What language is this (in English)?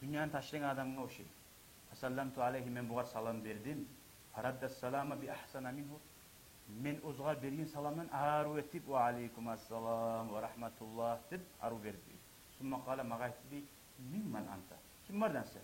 Kumyk